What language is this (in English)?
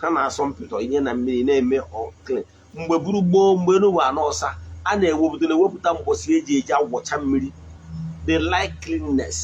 Igbo